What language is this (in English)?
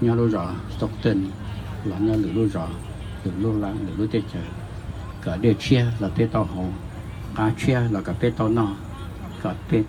Hmong